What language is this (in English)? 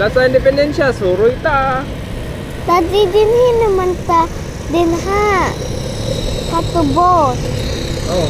Cebuano